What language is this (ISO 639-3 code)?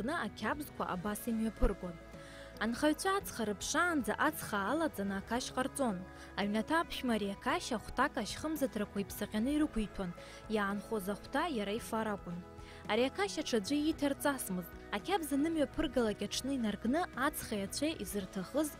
abk